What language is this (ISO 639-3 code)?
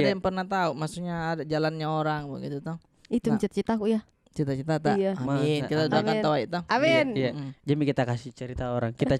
mfp